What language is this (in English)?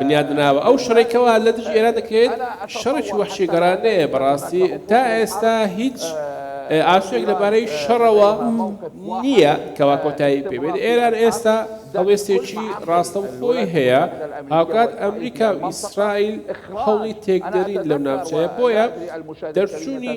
Central Kurdish